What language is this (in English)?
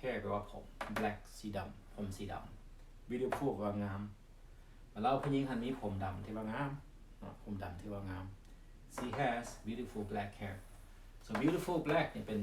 Lao